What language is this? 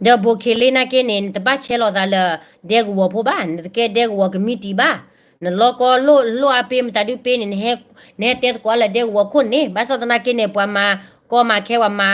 S'gaw Karen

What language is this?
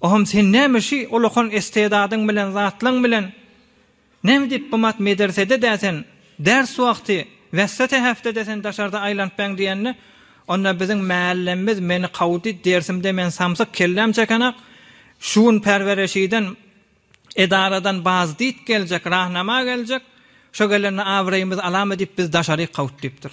Turkmen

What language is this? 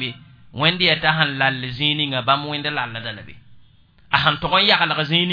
Mossi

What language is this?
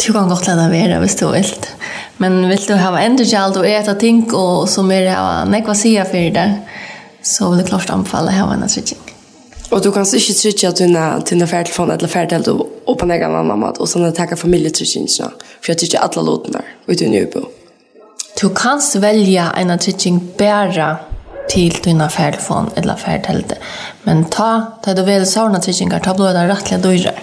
Faroese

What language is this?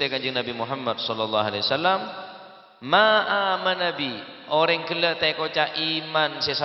Madurese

